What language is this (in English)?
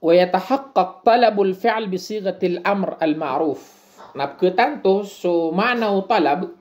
Maranao